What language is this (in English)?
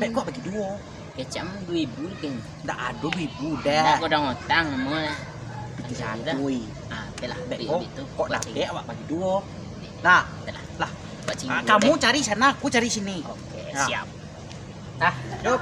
Minangkabau